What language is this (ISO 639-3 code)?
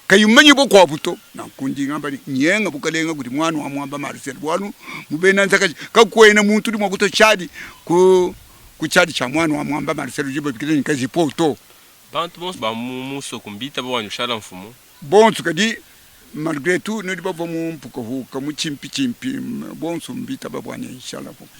lua